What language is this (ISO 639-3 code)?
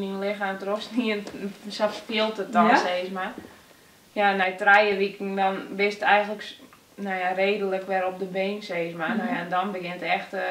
fry